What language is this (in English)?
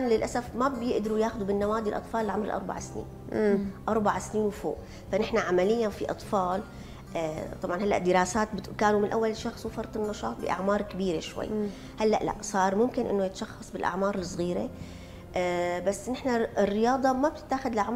North Levantine Arabic